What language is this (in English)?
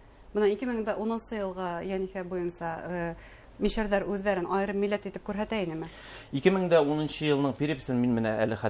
Bashkir